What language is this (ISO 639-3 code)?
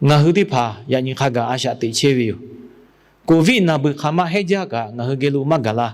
lhu